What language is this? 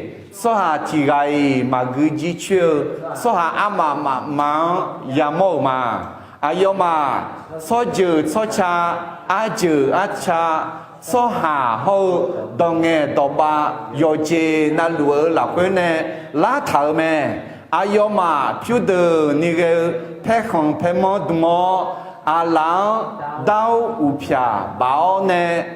Akha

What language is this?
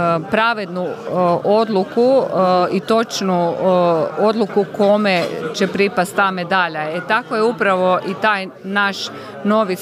Croatian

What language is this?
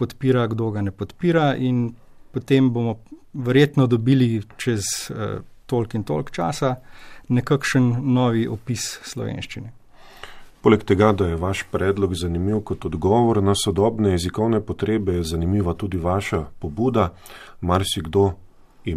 Slovenian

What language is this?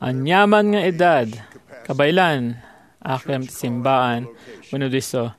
Iloko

